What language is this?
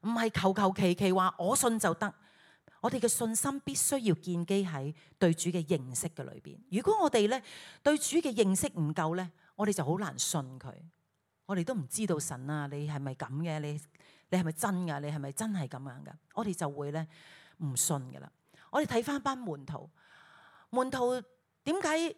Cantonese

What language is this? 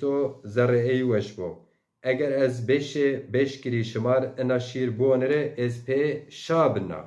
Zaza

